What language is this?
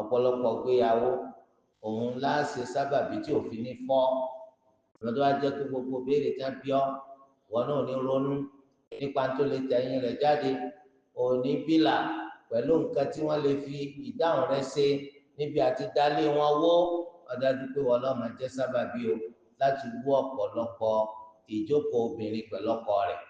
Yoruba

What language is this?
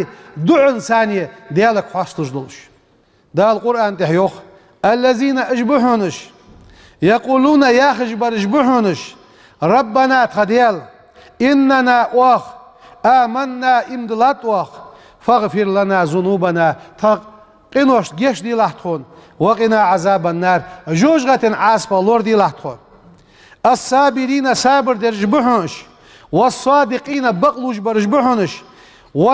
Ingush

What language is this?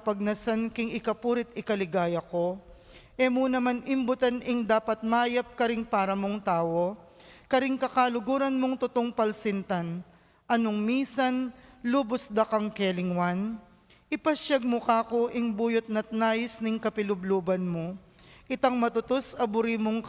Pampanga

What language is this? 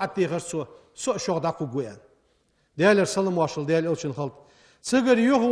Ingush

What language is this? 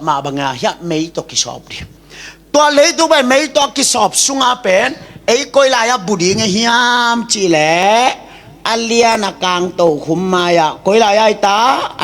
Tedim Chin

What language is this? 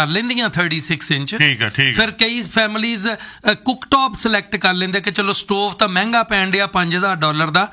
Punjabi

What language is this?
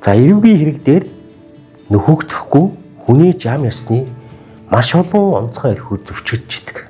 Mongolian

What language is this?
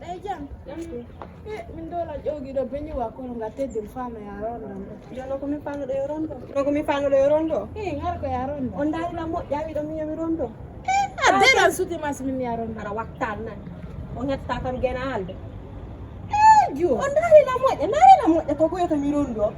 Fula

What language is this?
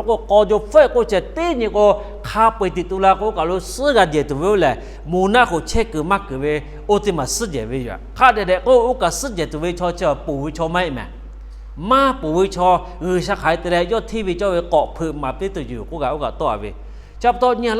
Lahu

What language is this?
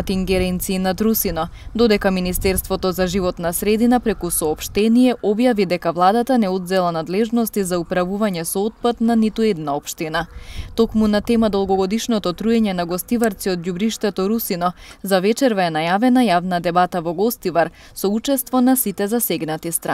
Macedonian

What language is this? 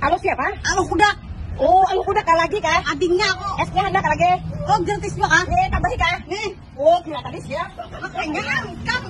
Banjar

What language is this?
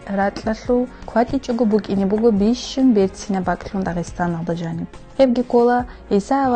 Avaric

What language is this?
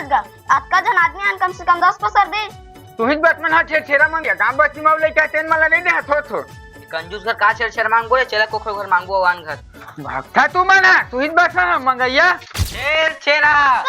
Chhattisgarhi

